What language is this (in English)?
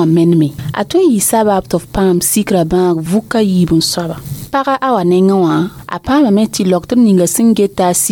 Mossi